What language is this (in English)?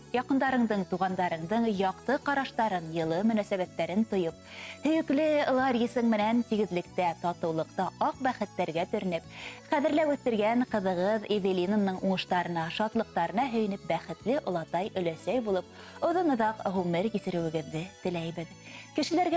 Bashkir